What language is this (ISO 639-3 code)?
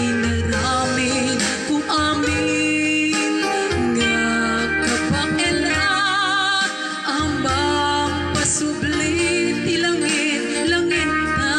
ilo